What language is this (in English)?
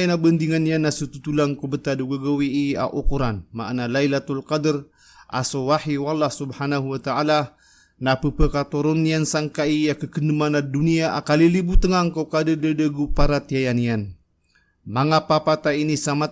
Maranao